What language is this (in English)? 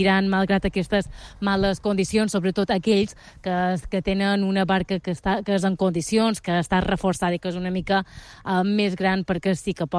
Catalan